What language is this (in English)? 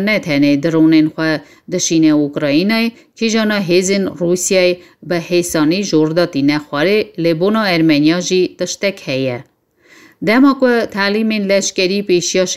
Kurdish